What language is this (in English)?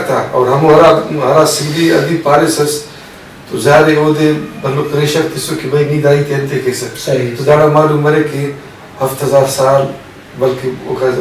Brahui